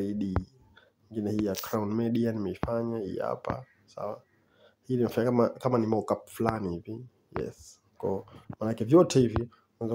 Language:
Swahili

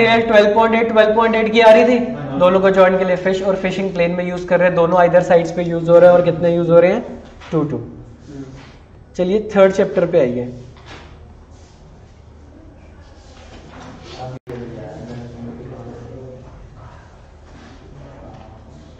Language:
Hindi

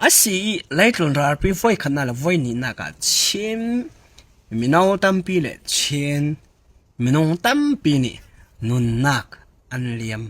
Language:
Falam Chin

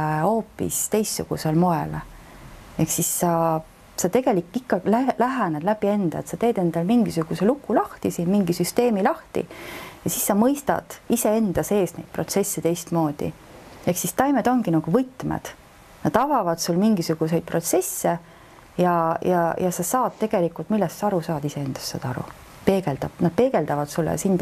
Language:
Estonian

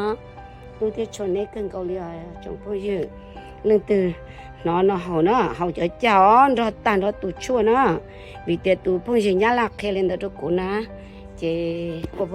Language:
Hmong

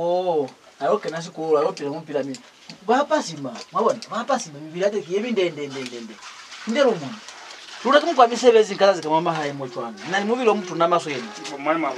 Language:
Lozi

